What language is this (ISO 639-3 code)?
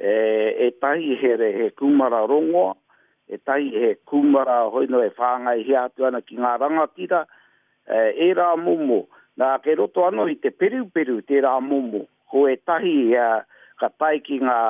mri